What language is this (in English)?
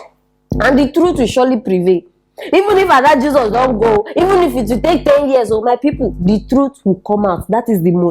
Nigerian Pidgin